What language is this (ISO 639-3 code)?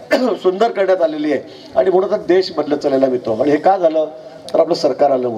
mar